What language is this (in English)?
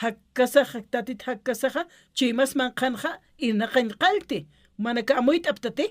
Aymara